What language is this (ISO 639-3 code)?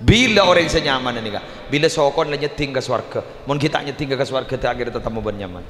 mad